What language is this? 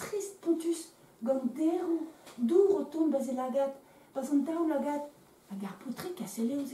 Breton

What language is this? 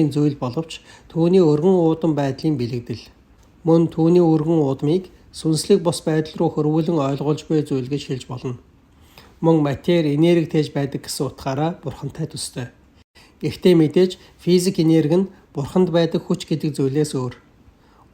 Mongolian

